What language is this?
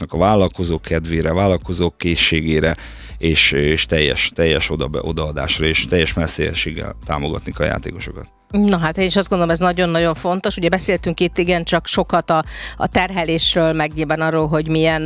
Hungarian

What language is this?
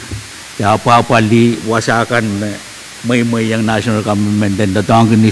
Pohnpeian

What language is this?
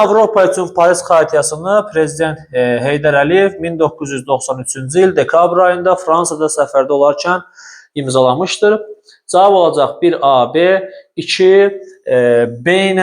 Azerbaijani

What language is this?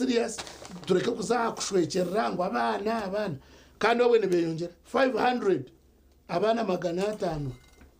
Nyankole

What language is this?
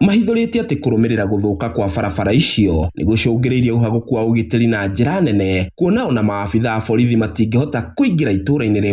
Kikuyu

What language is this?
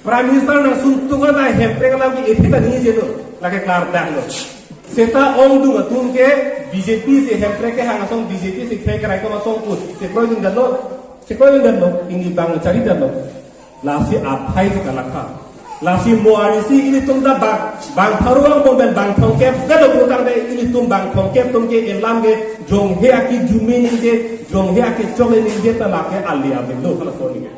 Karbi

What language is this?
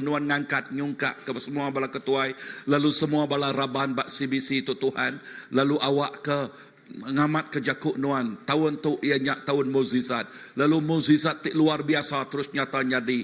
Iban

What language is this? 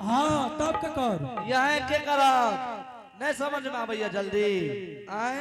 Angika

